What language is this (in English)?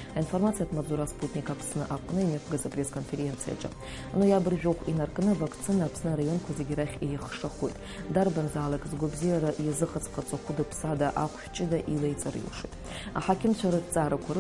Abkhazian